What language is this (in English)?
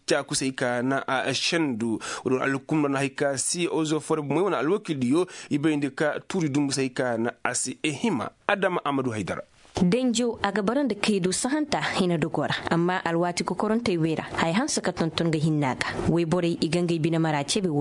Koyraboro Senni